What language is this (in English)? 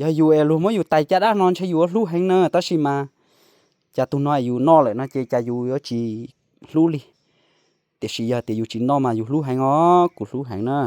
Hmong